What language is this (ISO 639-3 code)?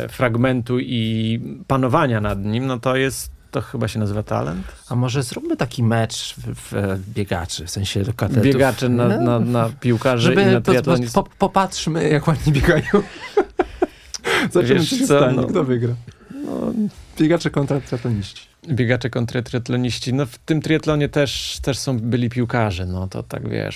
pol